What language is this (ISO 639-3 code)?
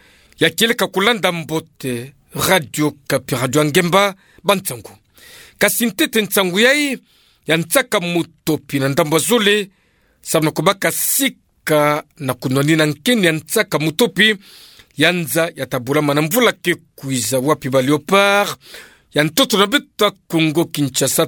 ktu